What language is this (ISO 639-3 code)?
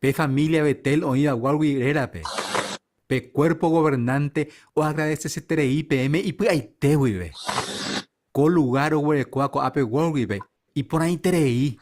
grn